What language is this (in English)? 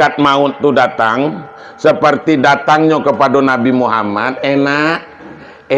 Minangkabau